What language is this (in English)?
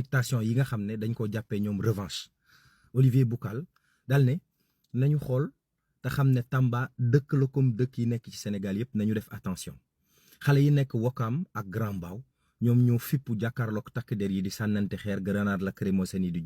Wolof